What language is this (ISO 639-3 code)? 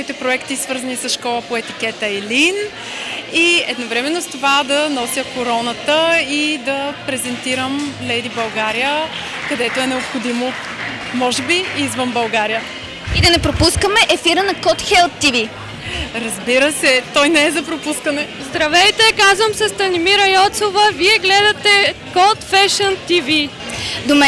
bul